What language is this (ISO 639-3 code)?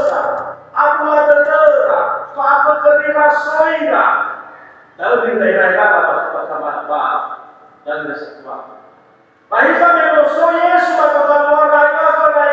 nia